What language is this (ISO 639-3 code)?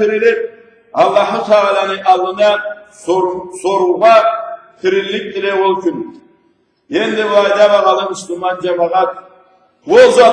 krc